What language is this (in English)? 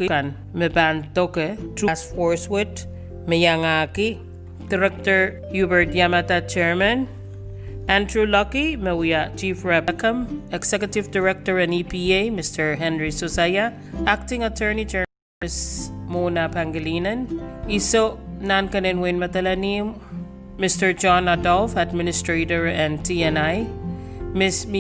Pohnpeian